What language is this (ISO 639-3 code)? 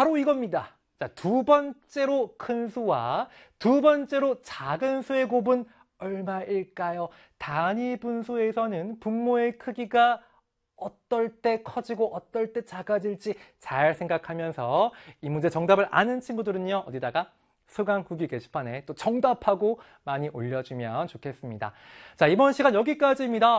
kor